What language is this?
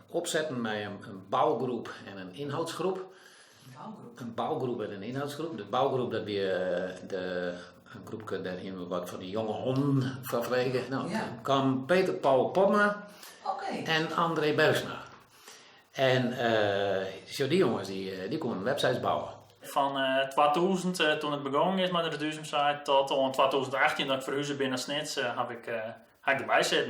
Western Frisian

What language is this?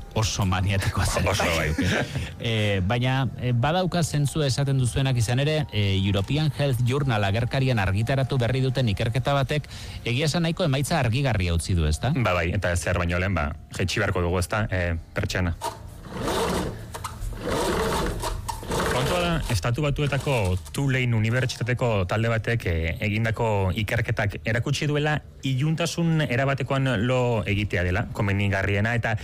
Basque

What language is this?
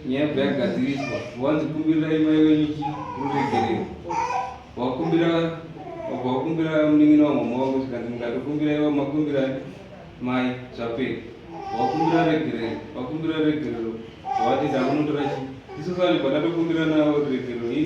Shona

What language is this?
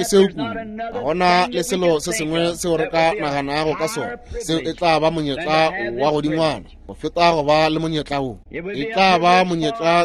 Northern Sotho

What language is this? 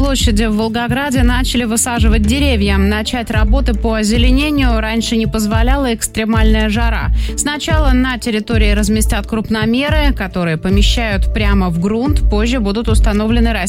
Russian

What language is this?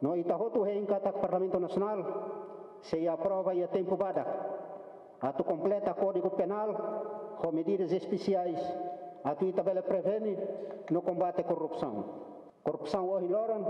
Tetum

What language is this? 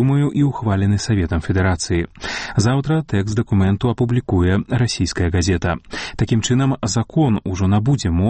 Belarusian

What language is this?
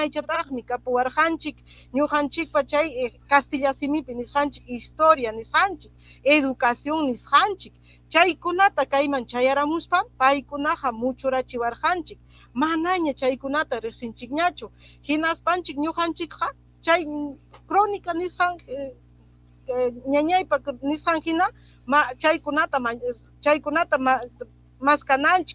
Ayacucho Quechua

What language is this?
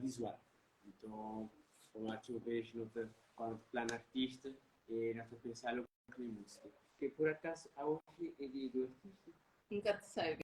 Kabuverdianu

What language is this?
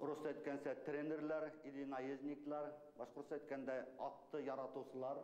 Bashkir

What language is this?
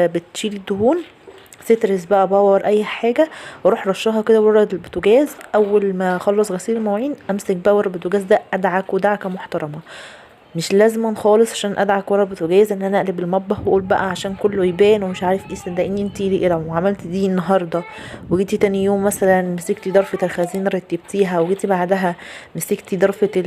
Egyptian Arabic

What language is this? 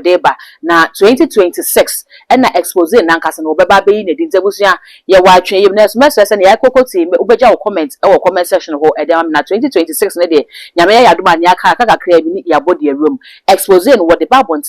Akan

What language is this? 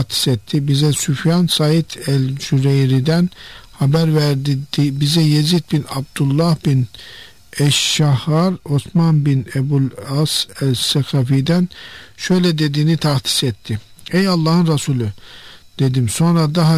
Turkish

